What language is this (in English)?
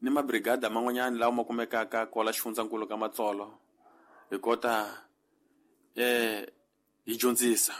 Tsonga